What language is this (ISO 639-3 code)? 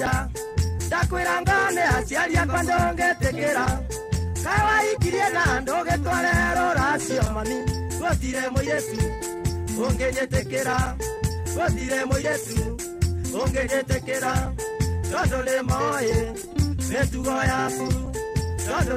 kik